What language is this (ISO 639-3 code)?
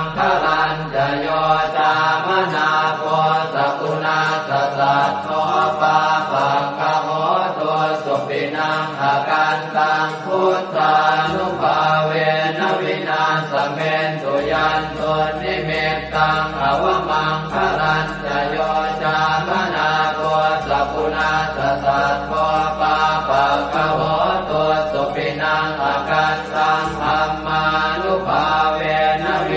pli